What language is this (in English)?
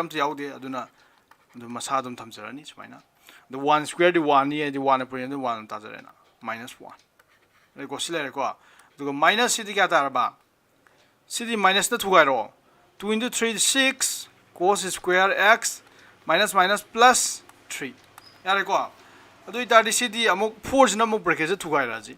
Manipuri